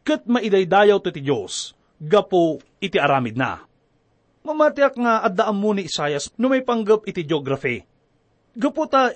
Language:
Iloko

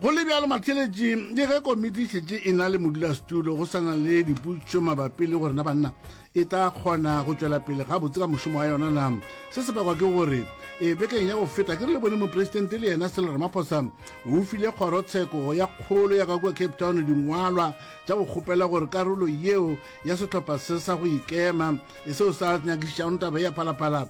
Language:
Northern Sotho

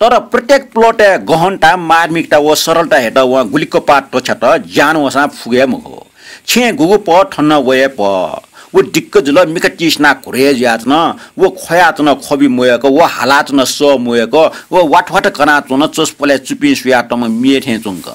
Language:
Newari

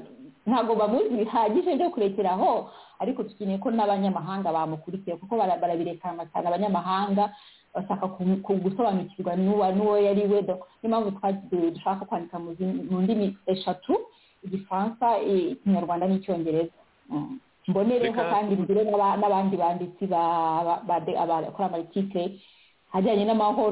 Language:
Kinyarwanda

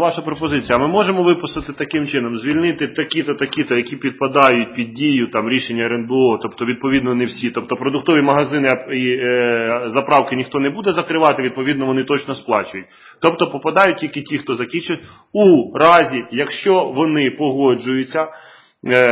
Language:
Ukrainian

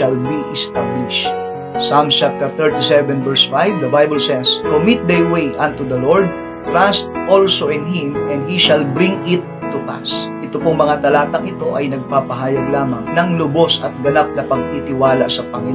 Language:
Filipino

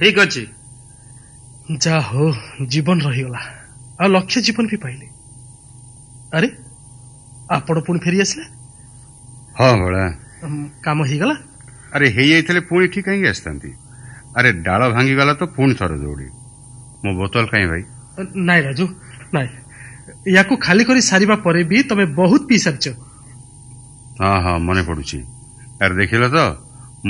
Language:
Odia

